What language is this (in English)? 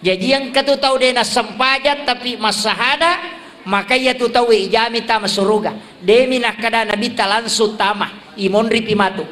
Buginese